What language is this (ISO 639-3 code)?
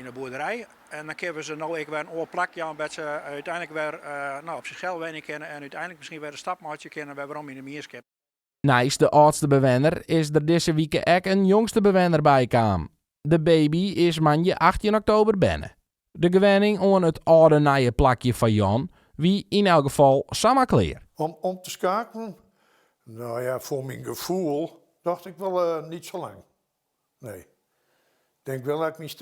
fry